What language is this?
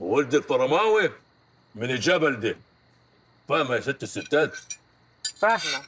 Egyptian Arabic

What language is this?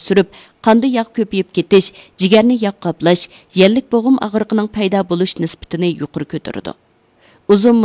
Uyghur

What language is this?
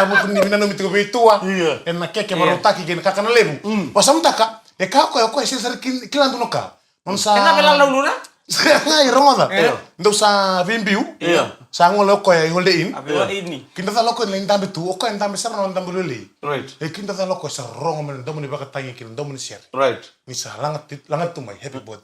Fijian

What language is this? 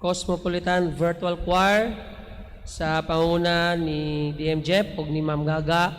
Cebuano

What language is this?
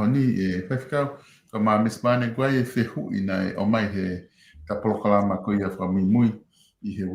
Tongan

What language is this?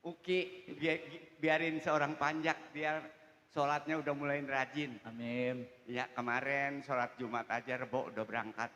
Betawi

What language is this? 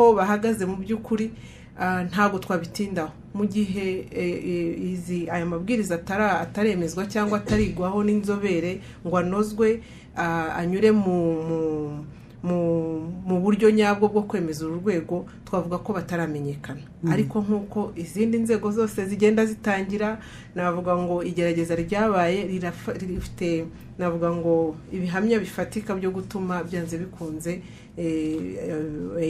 Kinyarwanda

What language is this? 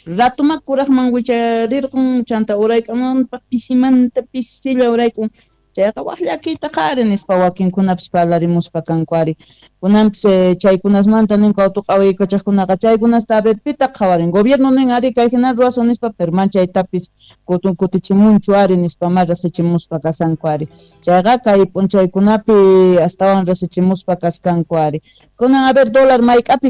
Quechua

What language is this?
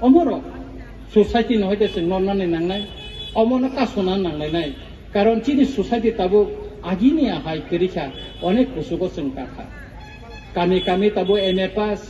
Kok Borok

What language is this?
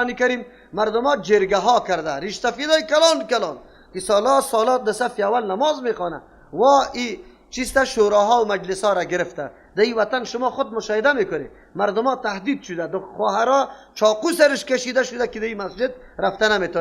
Persian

